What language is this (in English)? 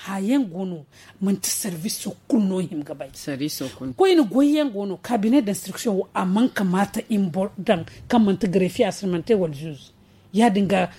Zarma